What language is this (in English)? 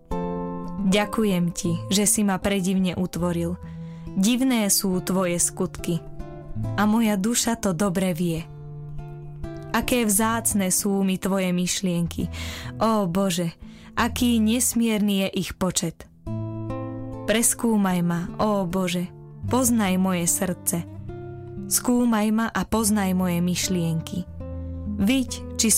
Slovak